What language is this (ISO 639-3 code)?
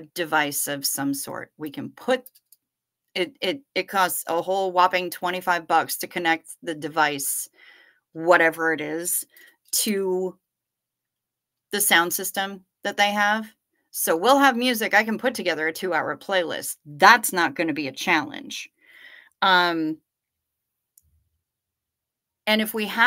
eng